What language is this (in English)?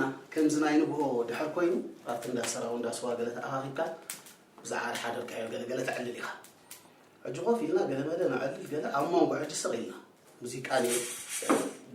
Tigrinya